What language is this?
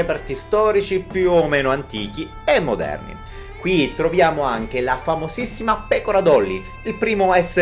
Italian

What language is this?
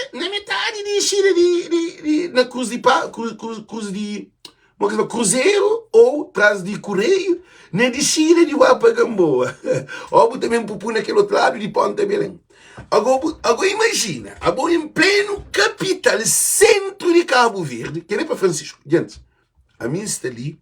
Kabuverdianu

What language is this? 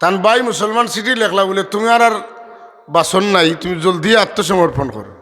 Sylheti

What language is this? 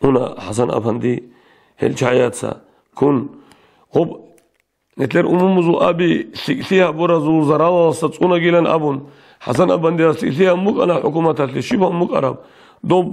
Avaric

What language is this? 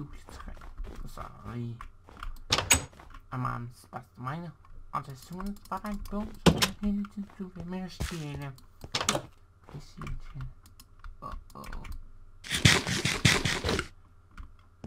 Danish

